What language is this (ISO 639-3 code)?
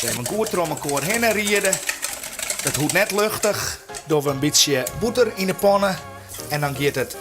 fry